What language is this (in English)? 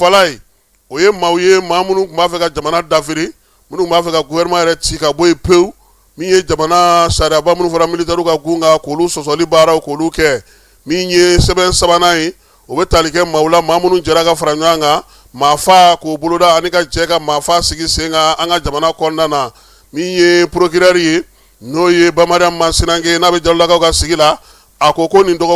Bambara